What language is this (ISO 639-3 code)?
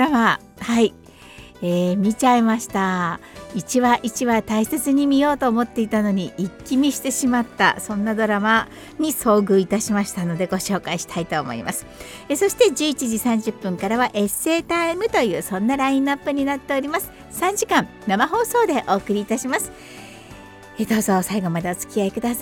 jpn